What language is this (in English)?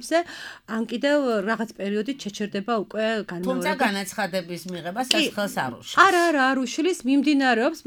Georgian